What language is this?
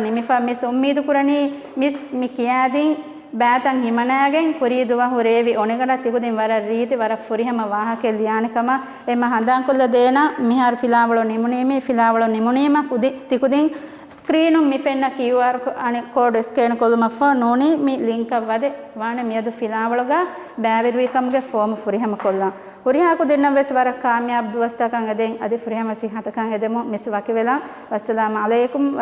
Divehi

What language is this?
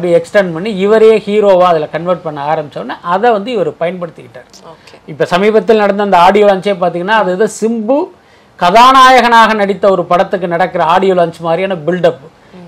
Tamil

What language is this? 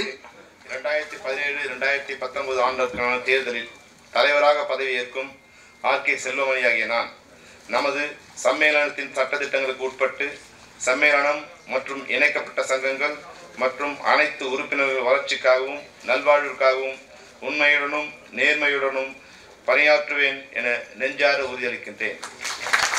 Tamil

